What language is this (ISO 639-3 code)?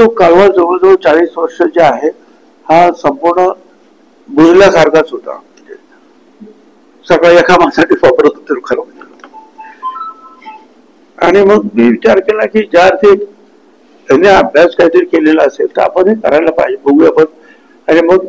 mar